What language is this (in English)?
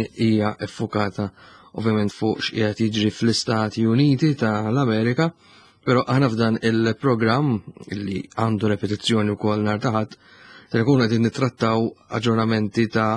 Maltese